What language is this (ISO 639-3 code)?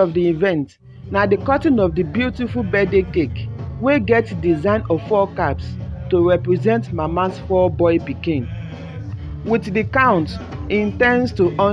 pcm